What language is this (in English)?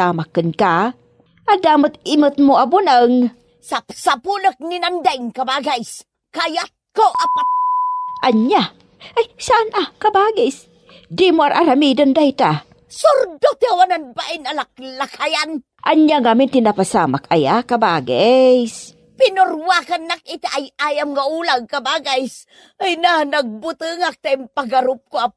Iloko